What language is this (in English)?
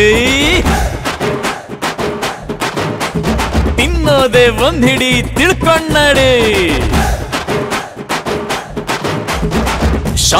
Kannada